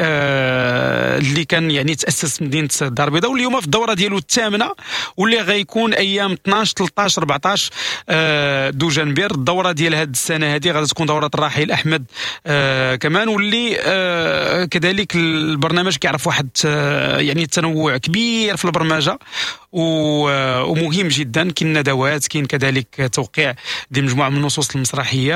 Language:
Moroccan Arabic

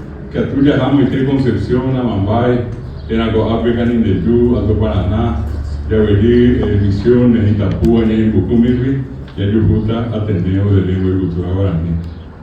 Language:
Guarani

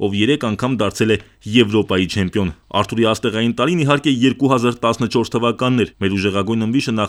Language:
Armenian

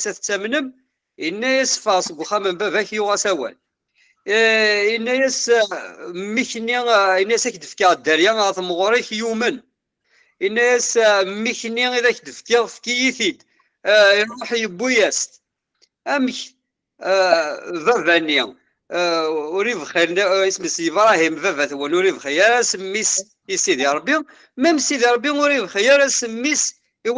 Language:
Kabyle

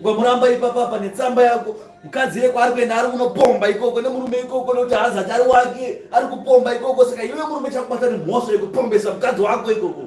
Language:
Shona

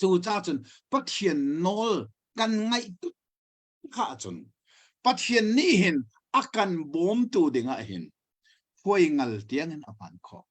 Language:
Hakha Chin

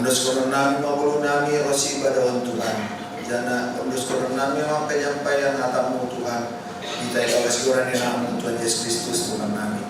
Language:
Batak Simalungun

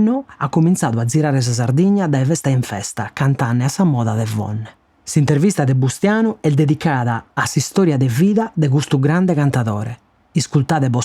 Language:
Sardinian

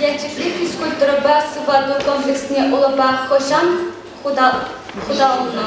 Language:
Chuvash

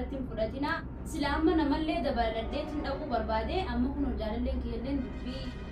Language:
Oromo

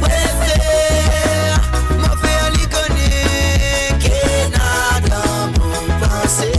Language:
Morisyen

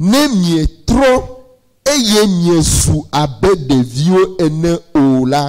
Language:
Ewe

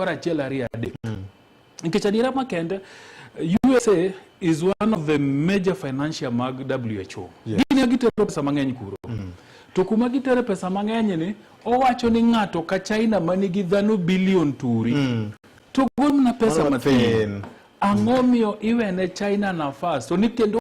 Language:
Luo (Kenya and Tanzania)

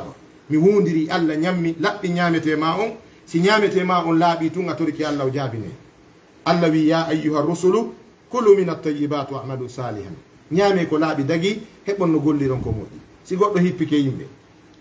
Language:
Fula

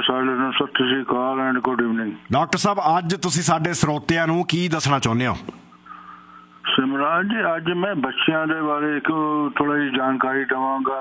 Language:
Punjabi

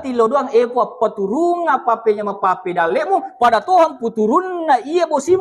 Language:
Buginese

